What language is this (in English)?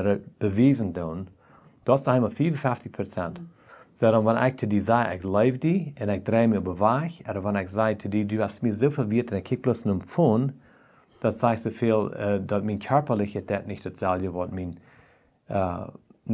Plautdietsch